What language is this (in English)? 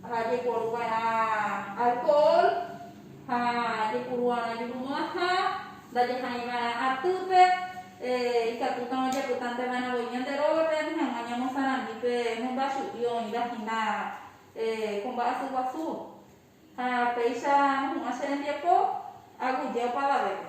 Guarani